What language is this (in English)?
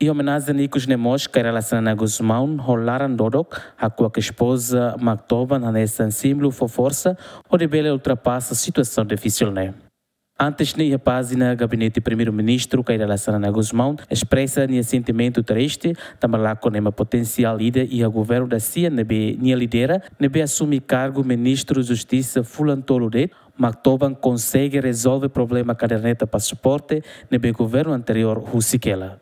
Tetum